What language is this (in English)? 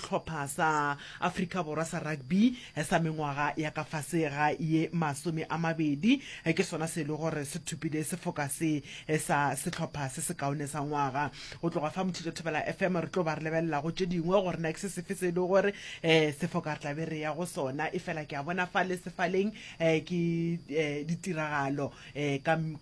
Northern Sotho